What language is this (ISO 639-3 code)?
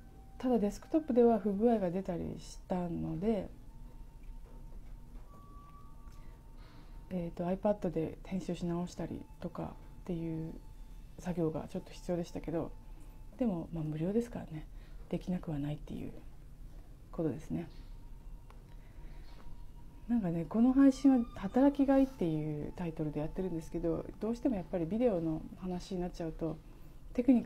jpn